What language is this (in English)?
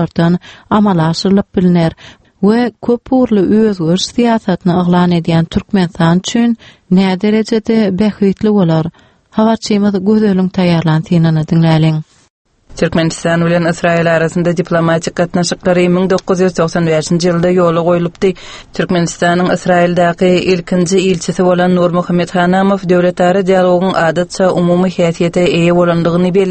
Turkmen